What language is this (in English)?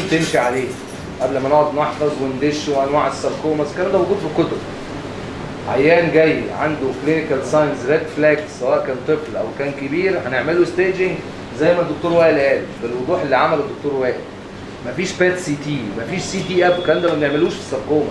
Egyptian Arabic